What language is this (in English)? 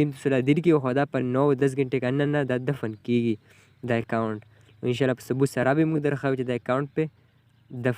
Pashto